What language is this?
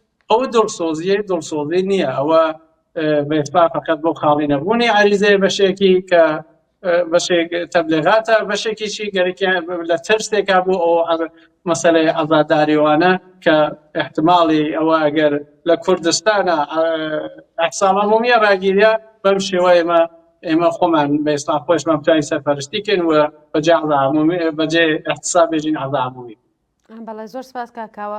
Central Kurdish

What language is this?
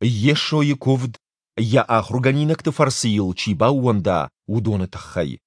Ossetic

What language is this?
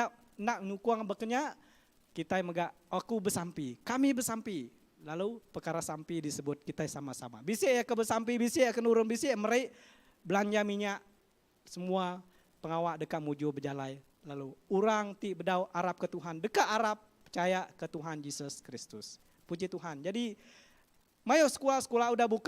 Iban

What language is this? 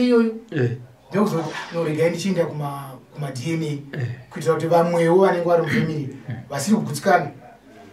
Shona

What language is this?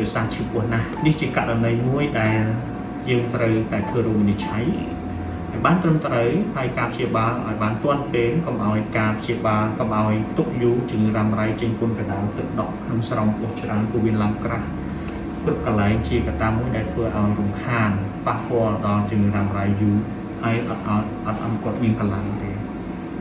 Khmer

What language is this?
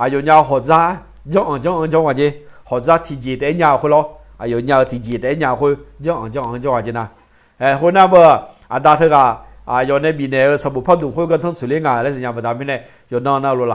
Akha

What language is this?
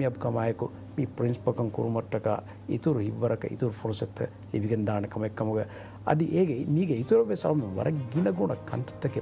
Divehi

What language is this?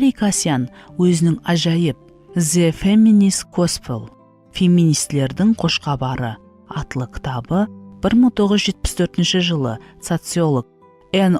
Kara-Kalpak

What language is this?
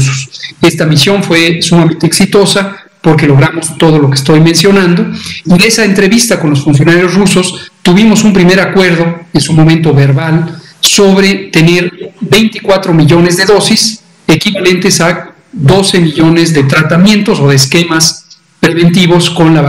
Spanish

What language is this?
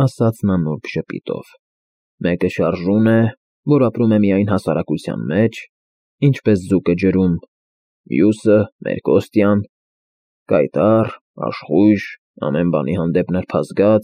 Armenian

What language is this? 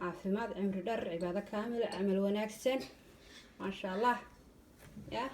Somali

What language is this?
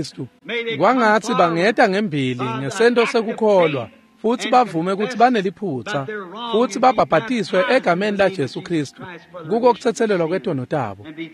Swati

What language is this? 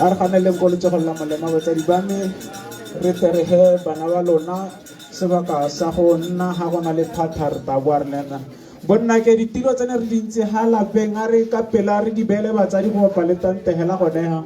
Tswana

